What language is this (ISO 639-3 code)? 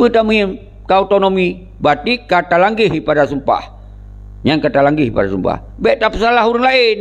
ace